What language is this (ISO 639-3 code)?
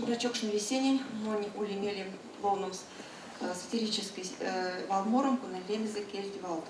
myv